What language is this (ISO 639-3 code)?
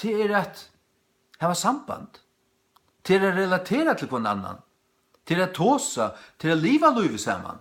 fao